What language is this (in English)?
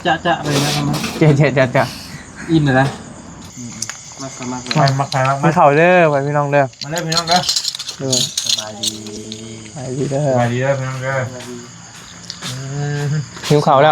Northeastern Thai